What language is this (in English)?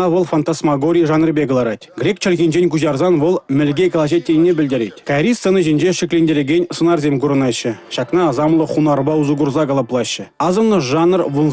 Chuvash